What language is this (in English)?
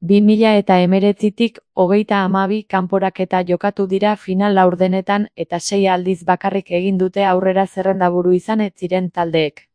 Basque